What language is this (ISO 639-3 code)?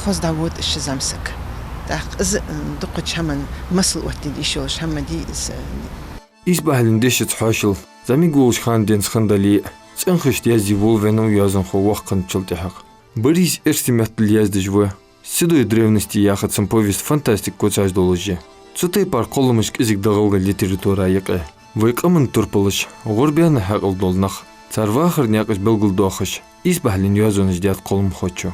inh